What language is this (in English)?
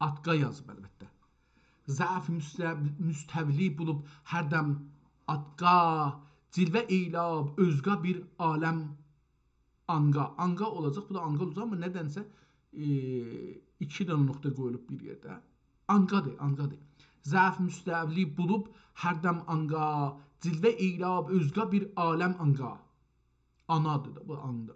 South Azerbaijani